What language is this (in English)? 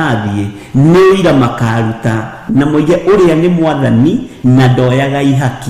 Kikuyu